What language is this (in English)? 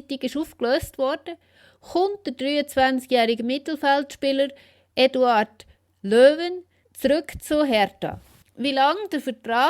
Swiss German